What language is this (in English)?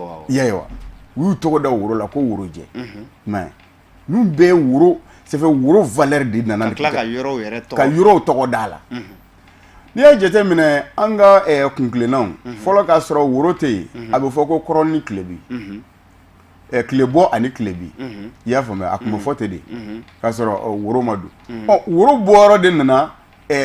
Bambara